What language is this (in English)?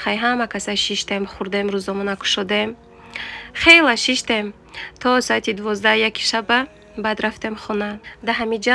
Tajik